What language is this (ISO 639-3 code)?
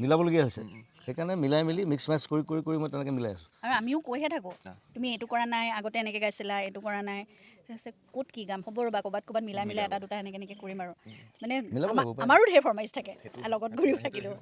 asm